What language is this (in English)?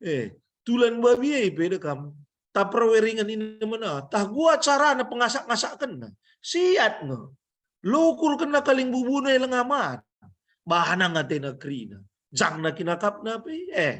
Batak Karo